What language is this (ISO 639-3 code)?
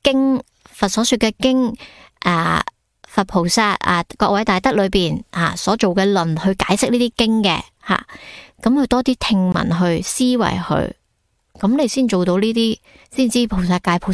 yue